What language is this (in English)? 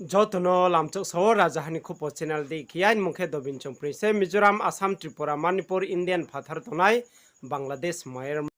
Riang (India)